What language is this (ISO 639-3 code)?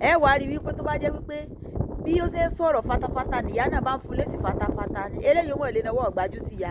yor